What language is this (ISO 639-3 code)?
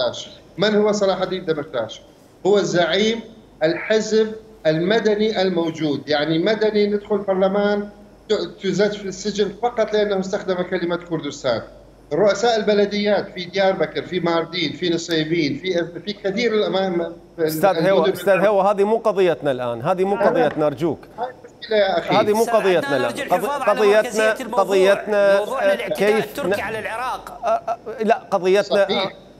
acm